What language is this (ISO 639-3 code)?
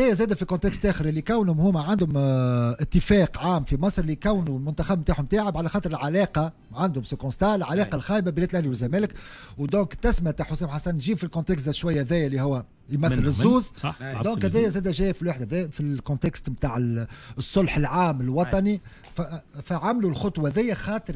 aeb